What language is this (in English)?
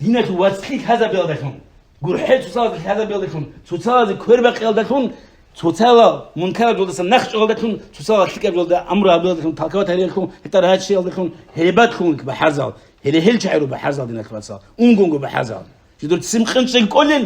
Avaric